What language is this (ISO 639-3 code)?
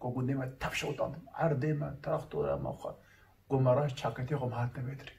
kur